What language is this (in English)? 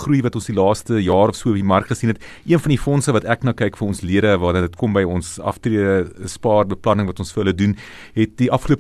Afrikaans